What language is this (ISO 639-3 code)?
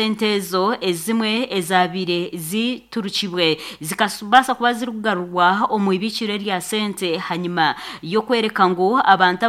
nyn